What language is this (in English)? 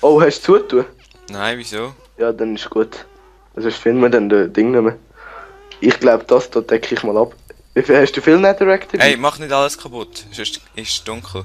Swiss German